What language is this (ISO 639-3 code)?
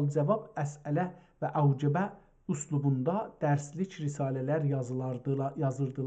azb